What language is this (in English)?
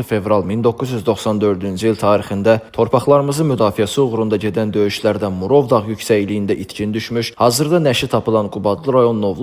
Azerbaijani